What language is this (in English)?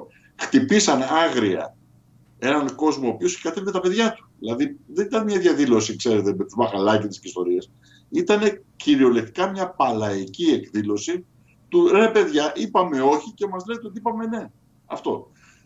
Greek